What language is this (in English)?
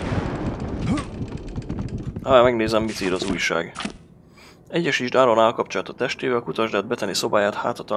Hungarian